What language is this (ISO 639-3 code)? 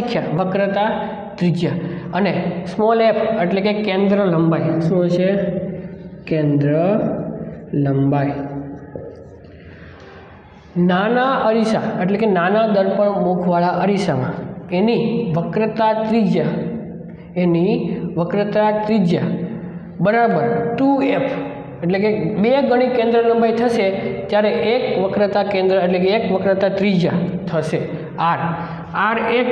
guj